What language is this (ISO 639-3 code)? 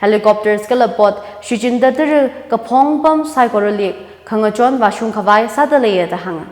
nmf